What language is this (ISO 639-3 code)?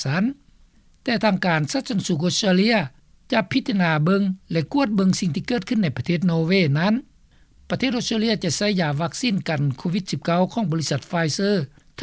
lao